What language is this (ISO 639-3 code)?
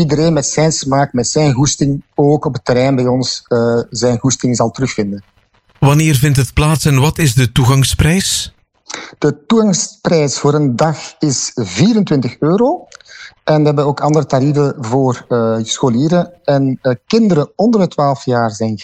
nld